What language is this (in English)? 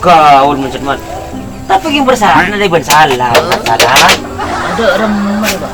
Madurese